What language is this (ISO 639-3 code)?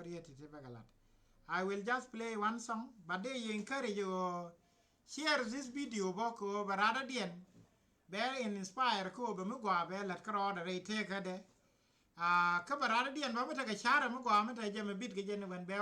nus